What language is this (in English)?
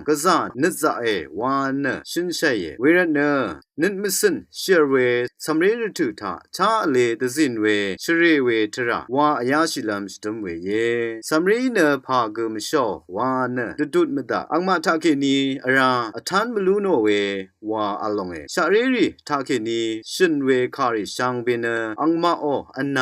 Rawang